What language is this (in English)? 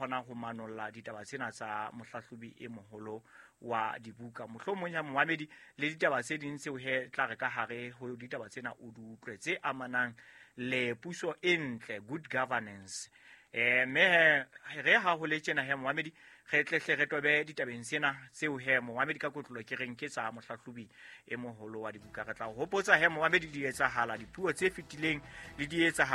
Southern Sotho